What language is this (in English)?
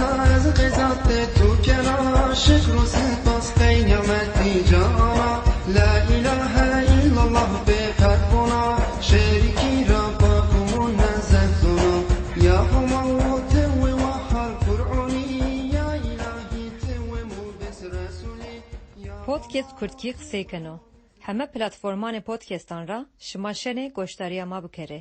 Kurdish